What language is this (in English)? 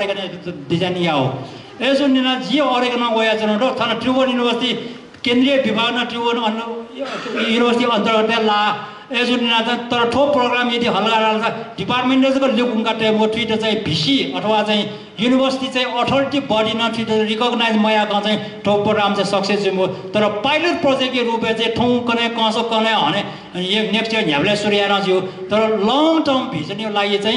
Newari